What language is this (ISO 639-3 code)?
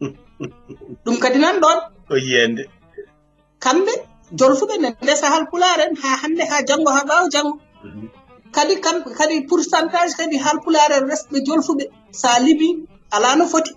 ful